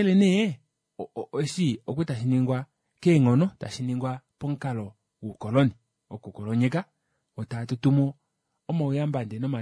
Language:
Kuanyama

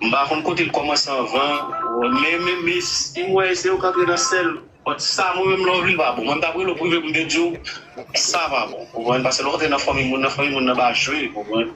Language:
Haitian Creole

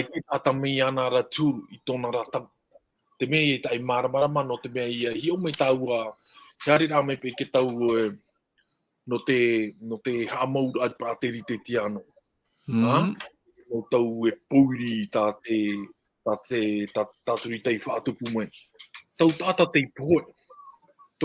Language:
Tahitian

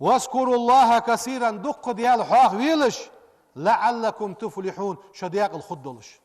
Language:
Ingush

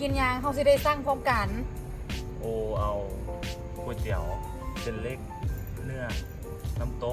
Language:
Lao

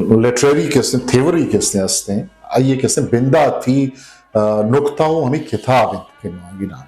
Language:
Eastern Balochi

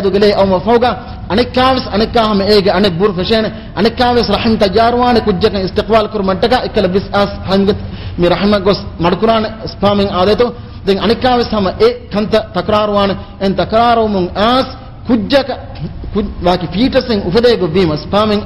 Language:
Divehi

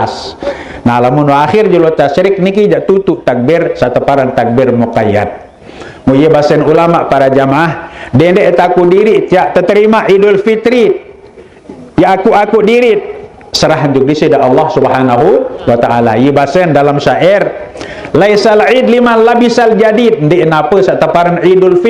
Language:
Sasak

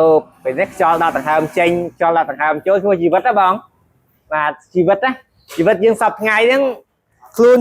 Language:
Khmer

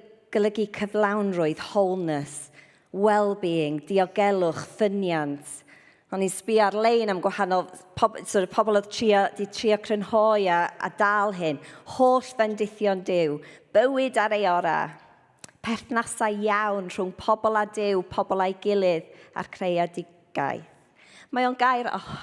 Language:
Welsh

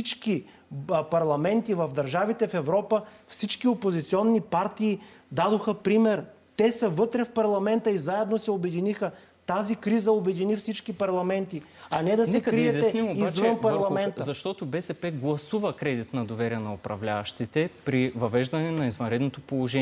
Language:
Bulgarian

